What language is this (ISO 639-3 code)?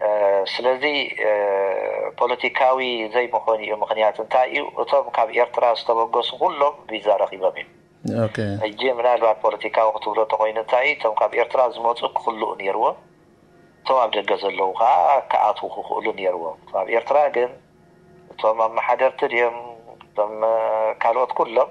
tir